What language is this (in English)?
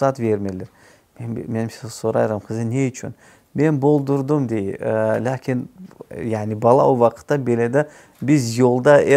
Crimean Tatar